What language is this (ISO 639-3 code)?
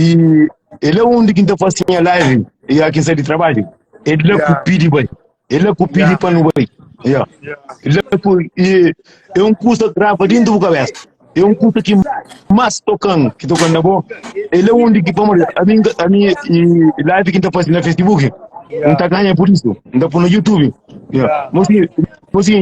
kea